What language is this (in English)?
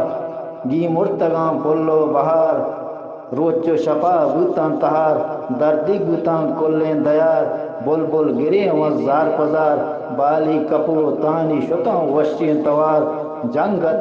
Eastern Balochi